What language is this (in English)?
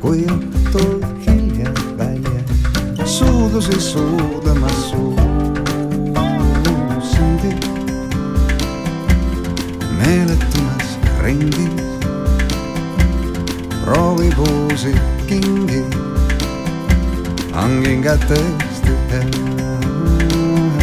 Estonian